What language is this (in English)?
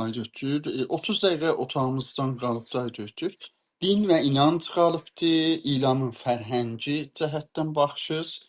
South Azerbaijani